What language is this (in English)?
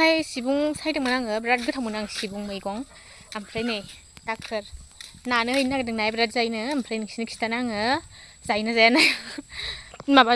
Bodo